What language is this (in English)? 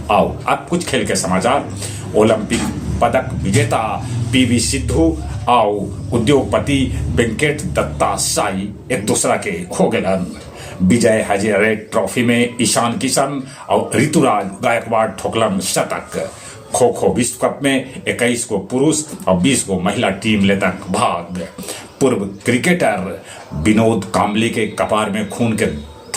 Magahi